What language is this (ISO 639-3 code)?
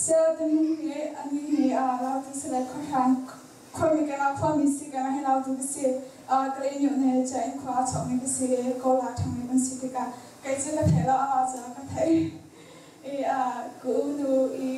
cnh